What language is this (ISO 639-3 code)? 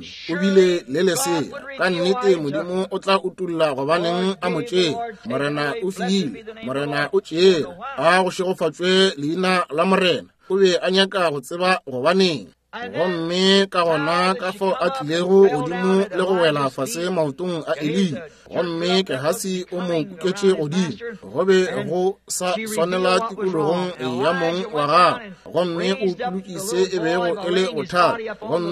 nso